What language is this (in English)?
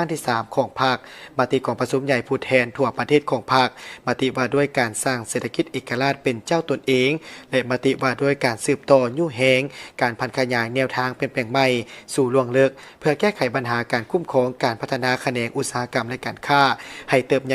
Lao